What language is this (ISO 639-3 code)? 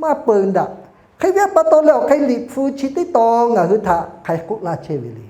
lhu